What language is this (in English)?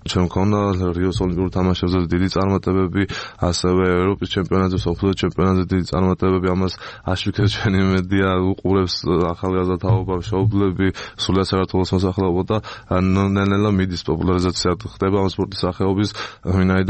Georgian